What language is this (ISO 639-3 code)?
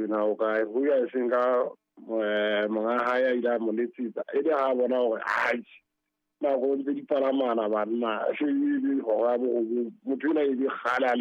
sot